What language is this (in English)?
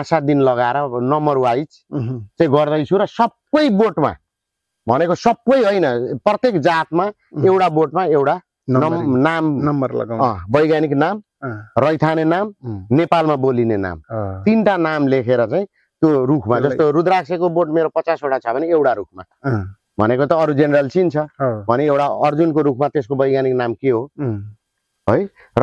Nepali